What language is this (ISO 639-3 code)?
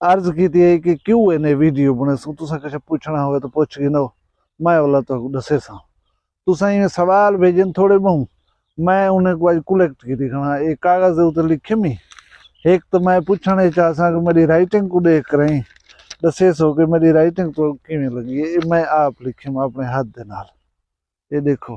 skr